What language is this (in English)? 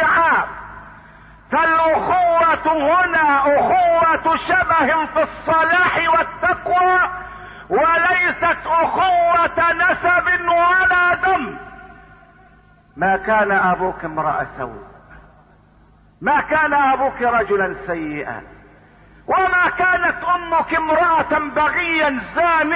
Arabic